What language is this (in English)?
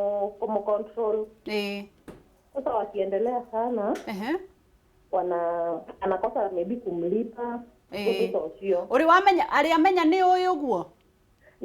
Kikuyu